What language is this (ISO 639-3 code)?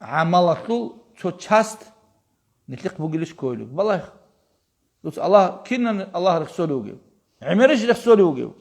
ava